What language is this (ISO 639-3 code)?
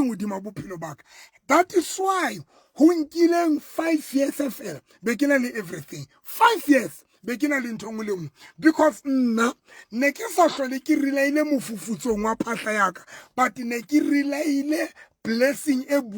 sot